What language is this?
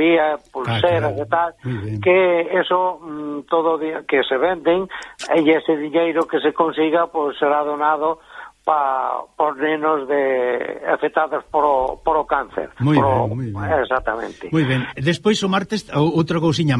Galician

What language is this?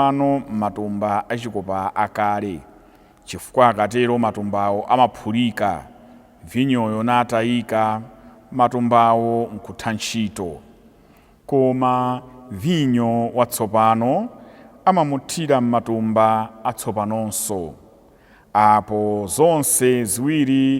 Nyanja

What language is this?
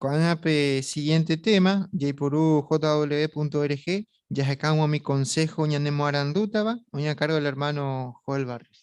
Guarani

